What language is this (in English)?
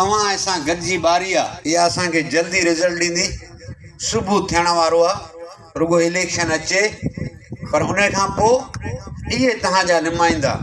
Sindhi